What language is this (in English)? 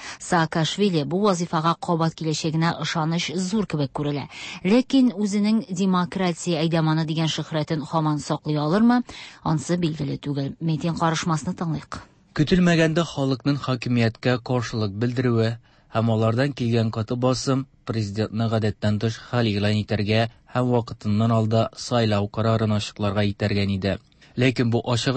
Tatar